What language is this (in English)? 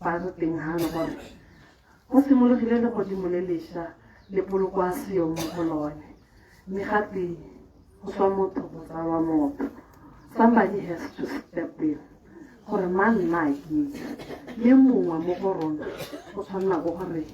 Tswana